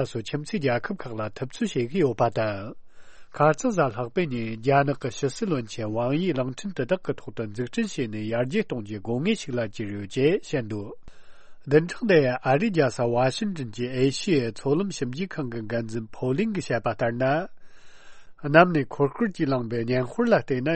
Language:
Tibetan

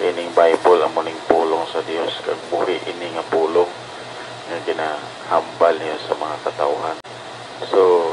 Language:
Hiligaynon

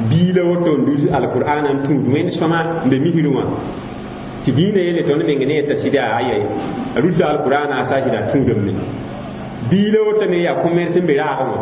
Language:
Mossi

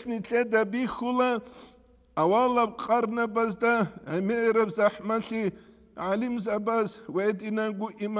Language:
Avaric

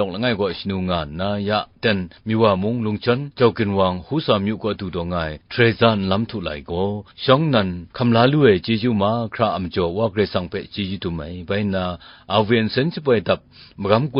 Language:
Kachin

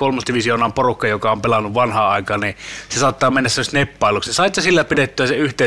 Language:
Finnish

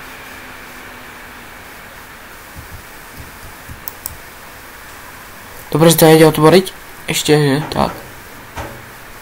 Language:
Slovak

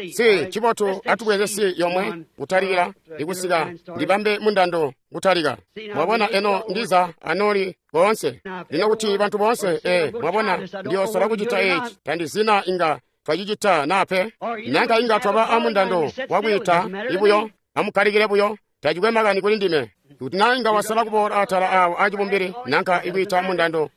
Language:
Tonga (Zambia)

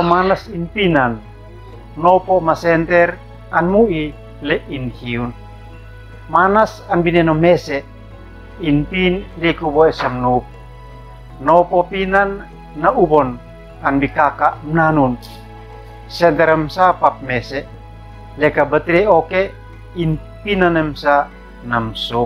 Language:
Uab Meto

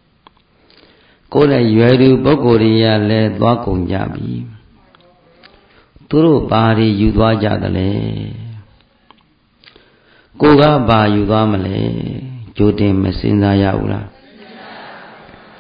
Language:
Burmese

